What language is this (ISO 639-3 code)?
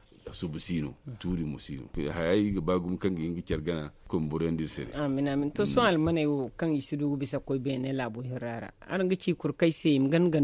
dje